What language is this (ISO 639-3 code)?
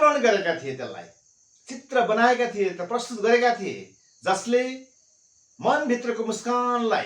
nep